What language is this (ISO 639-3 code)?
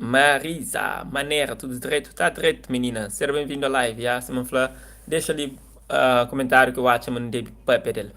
kea